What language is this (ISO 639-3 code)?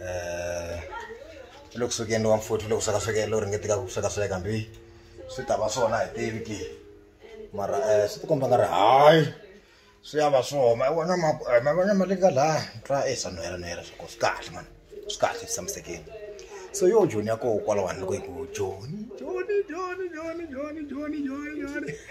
tso